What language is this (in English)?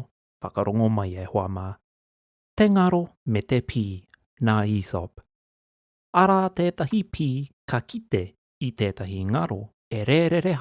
Māori